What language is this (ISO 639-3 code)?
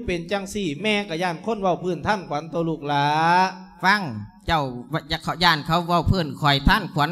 lao